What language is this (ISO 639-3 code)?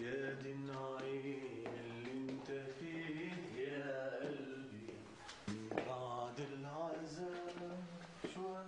apc